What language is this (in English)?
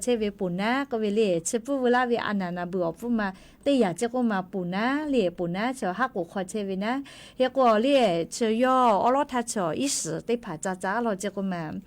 Lahu